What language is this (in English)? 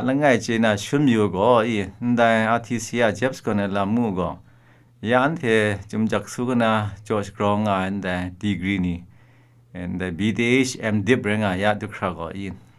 Kachin